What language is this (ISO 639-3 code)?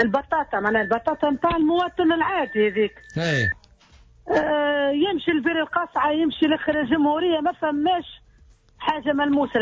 aeb